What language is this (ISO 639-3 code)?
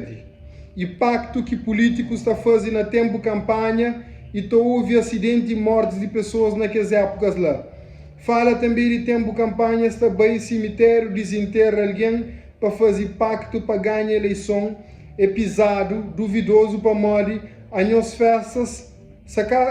kea